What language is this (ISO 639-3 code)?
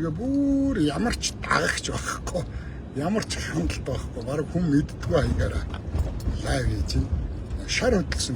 mon